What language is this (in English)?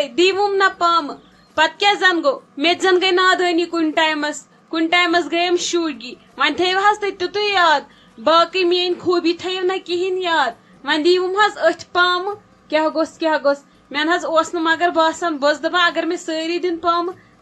Kashmiri